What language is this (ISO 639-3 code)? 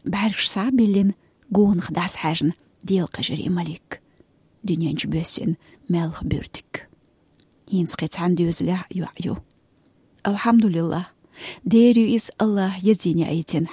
che